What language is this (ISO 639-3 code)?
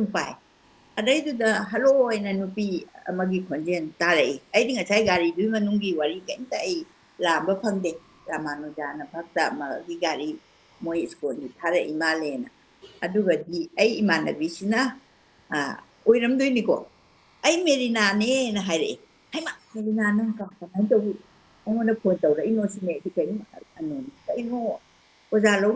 mni